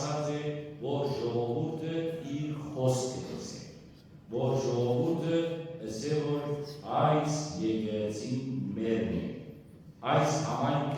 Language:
Western Armenian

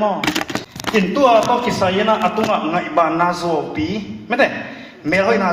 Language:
Tedim Chin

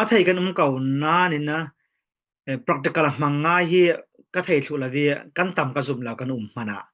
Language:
Falam Chin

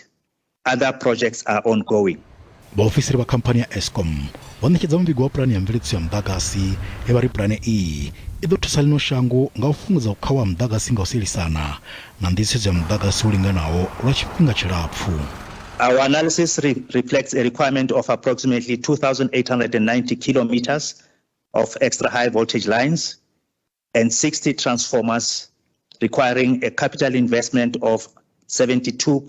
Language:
Venda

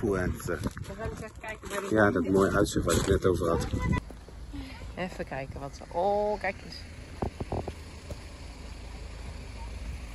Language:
Dutch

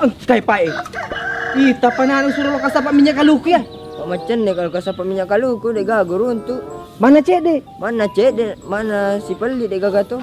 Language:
Buginese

